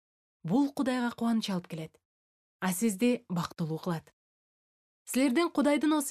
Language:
Kyrgyz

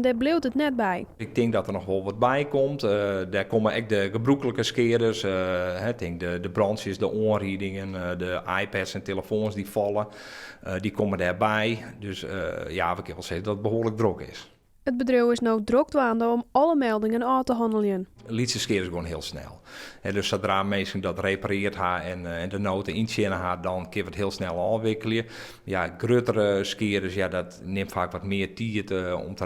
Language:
Western Frisian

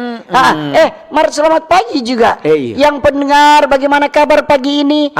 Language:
Manado Malay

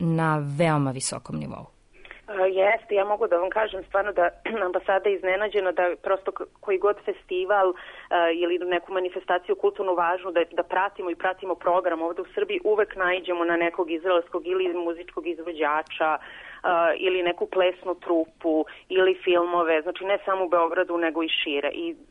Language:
Serbian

